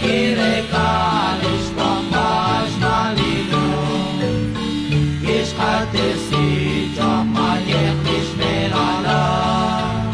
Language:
Kekchí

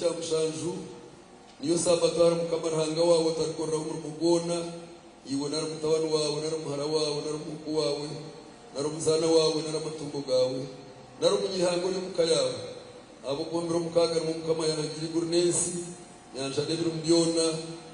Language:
Nyankole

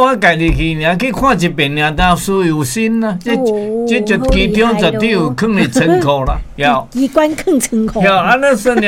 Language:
Min Nan Chinese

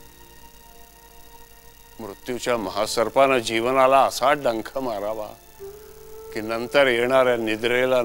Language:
Marathi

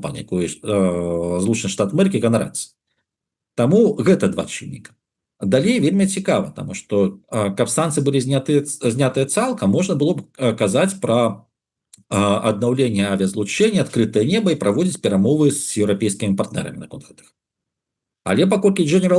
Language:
Belarusian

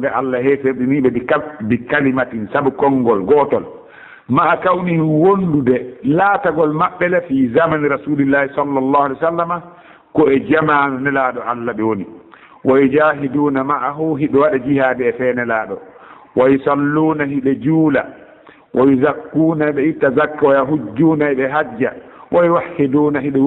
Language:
Pular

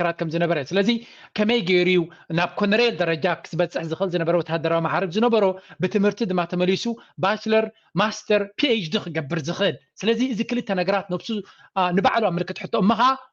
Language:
Tigrinya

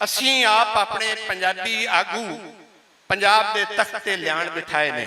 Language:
Western Panjabi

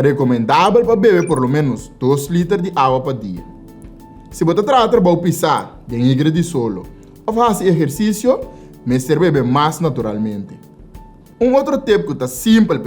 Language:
Papiamento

